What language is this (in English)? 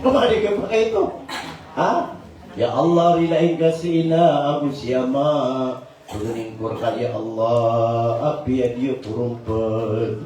Maranao